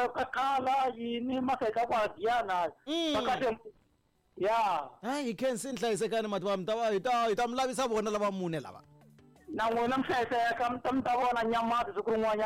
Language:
Tsonga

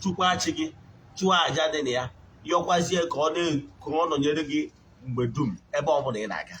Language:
Igbo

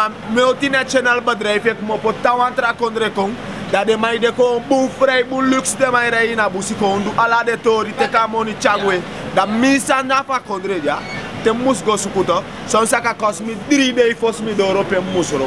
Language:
Sranan Tongo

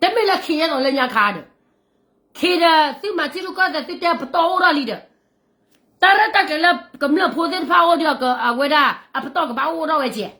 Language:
S'gaw Karen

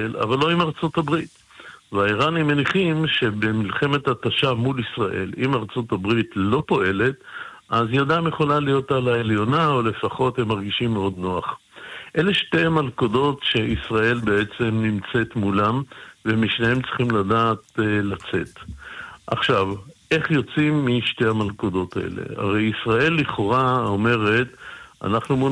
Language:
Hebrew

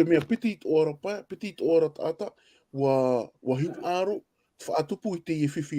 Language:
Tahitian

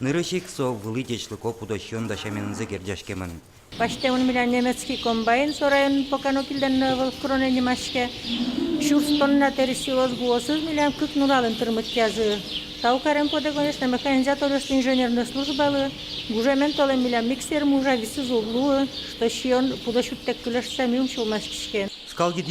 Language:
Udmurt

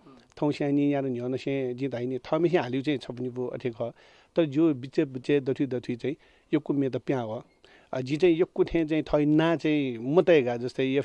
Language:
Newari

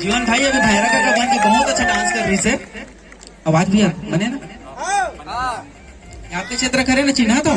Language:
Chhattisgarhi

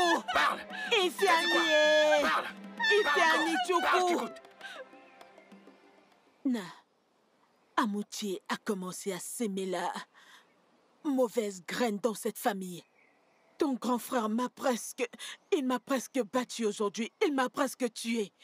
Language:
French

